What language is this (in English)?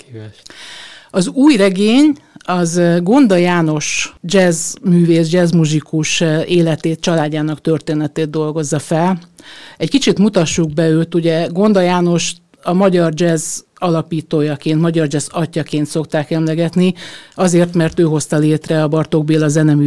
Hungarian